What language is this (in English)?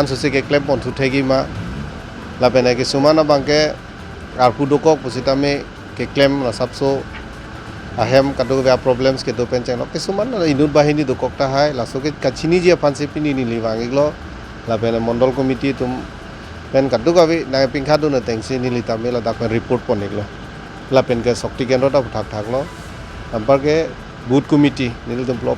Karbi